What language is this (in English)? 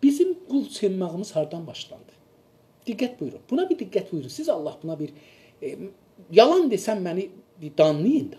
South Azerbaijani